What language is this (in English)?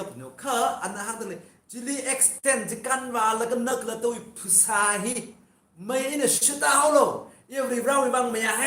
Tangkhul Naga (India)